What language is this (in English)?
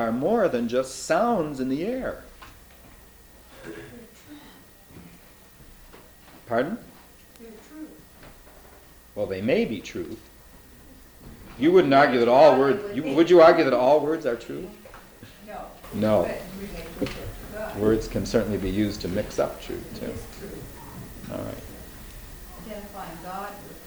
English